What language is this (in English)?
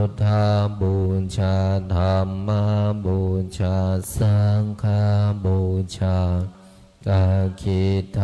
Pali